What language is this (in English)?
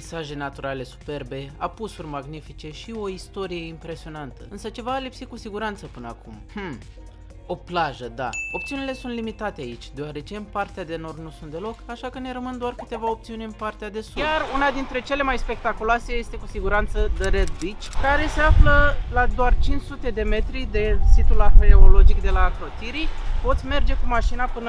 Romanian